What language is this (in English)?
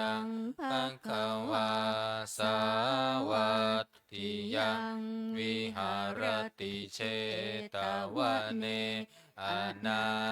Pali